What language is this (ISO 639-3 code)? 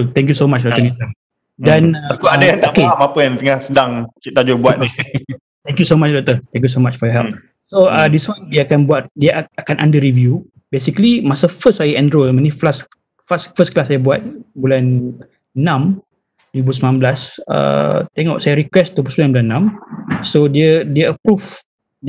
msa